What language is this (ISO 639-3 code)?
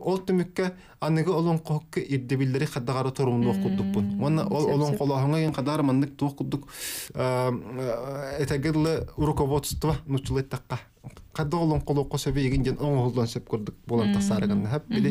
sah